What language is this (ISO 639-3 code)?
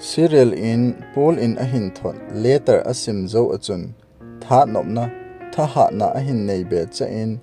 tcz